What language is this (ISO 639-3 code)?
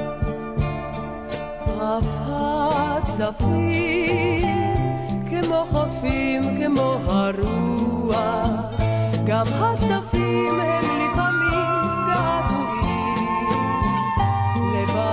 heb